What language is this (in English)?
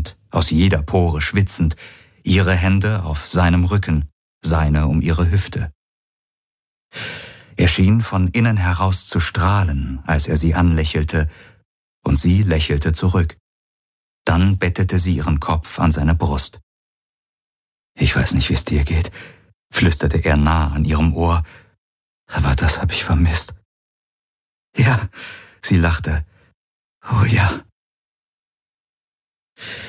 German